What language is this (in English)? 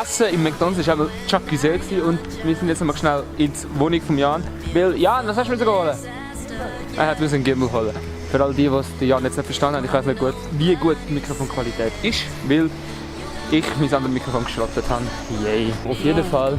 Swiss German